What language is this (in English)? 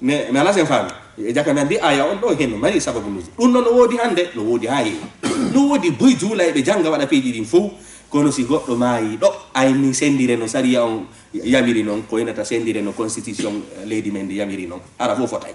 Fula